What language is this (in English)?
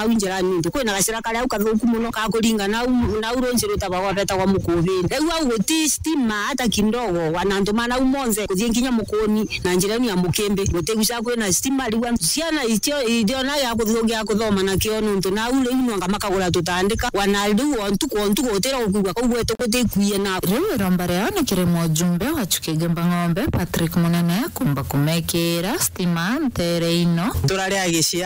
Meru